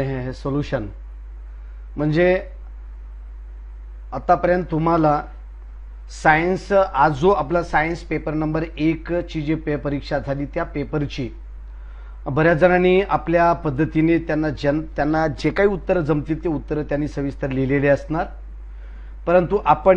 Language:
Marathi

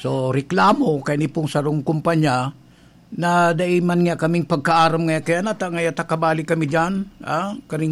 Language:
Bikol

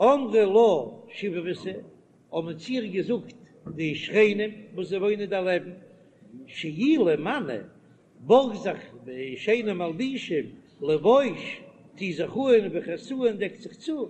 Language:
Yiddish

